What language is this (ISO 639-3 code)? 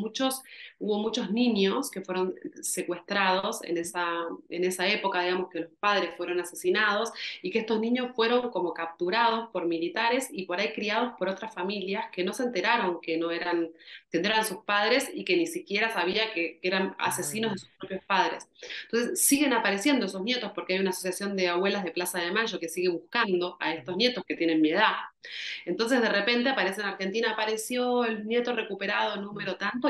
spa